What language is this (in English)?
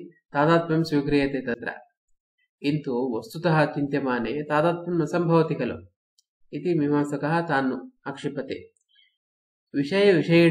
Sanskrit